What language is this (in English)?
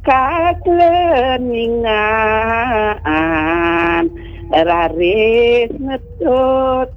Balinese